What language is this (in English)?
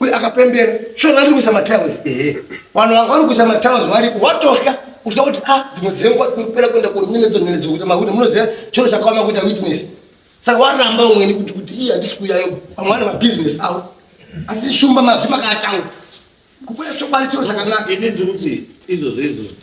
Shona